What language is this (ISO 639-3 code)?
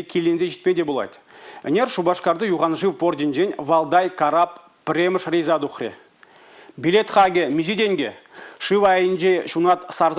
chv